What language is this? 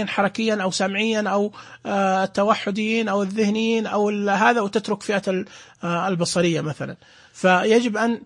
Najdi Arabic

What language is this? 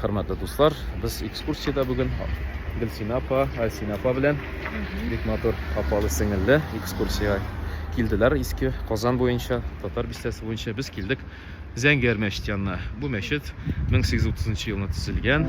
Tatar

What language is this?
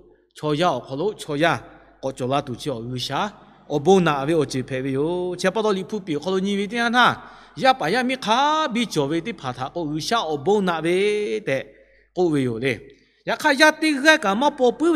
Lahu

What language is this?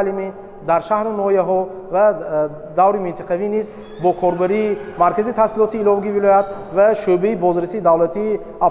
Tajik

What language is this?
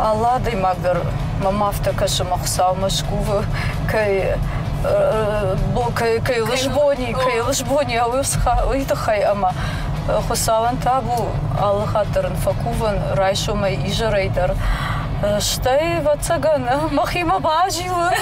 Ossetic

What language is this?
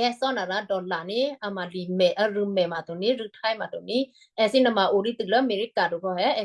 Western Kayah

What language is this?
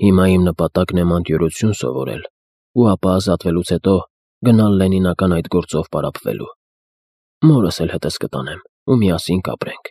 Armenian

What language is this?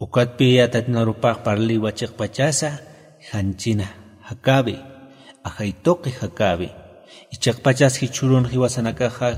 Aymara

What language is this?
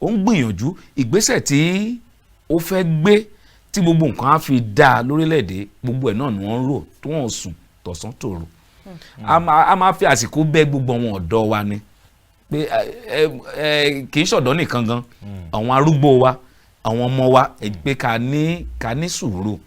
Yoruba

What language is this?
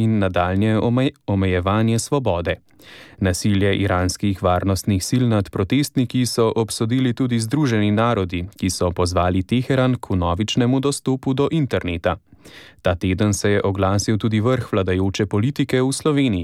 Slovenian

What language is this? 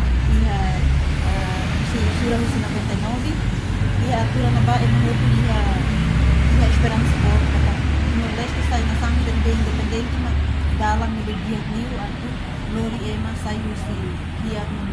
Tetum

